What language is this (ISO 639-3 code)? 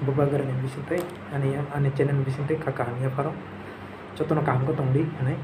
trp